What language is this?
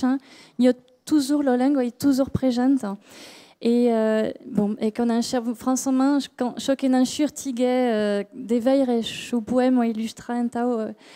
Occitan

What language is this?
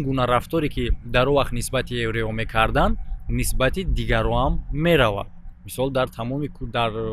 Tajik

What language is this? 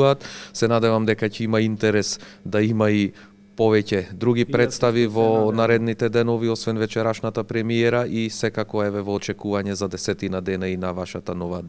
Macedonian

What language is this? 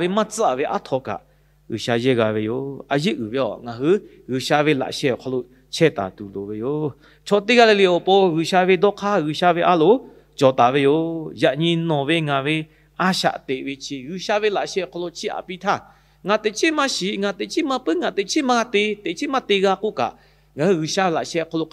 Lahu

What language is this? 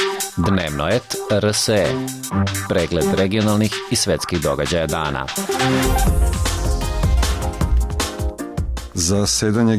Serbian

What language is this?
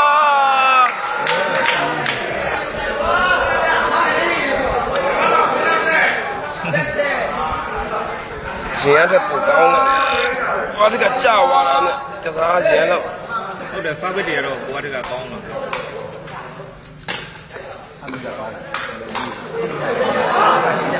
Burmese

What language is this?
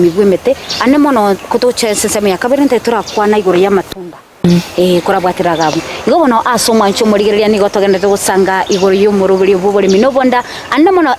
Gusii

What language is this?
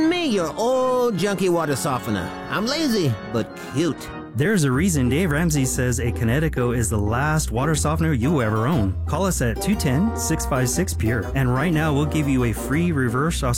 English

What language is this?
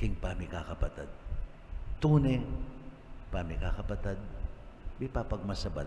Pampanga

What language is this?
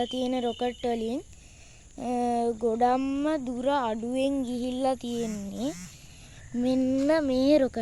Sinhala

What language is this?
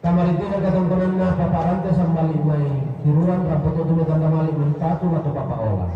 Toraja-Sa'dan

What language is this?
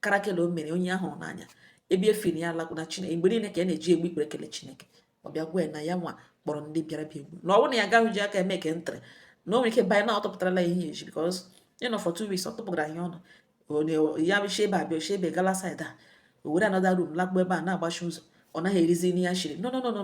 Igbo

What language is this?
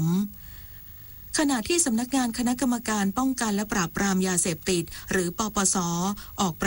Thai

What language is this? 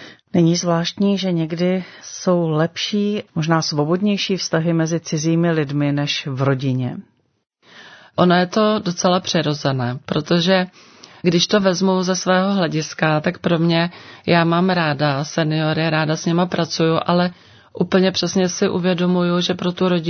Czech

